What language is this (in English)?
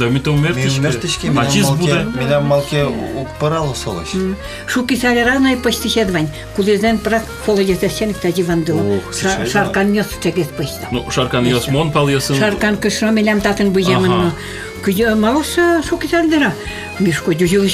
Udmurt